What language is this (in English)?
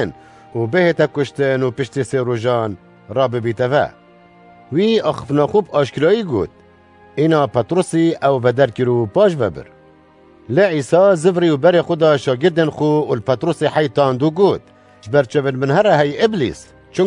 Kurdish